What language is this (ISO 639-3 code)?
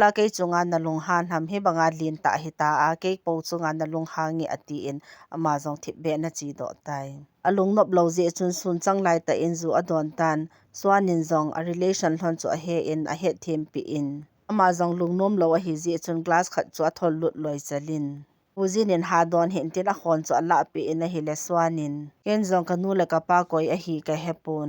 tcz